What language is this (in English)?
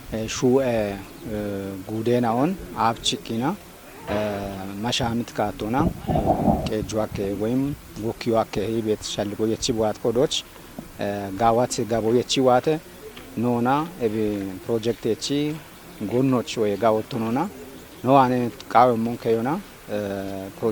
Kafa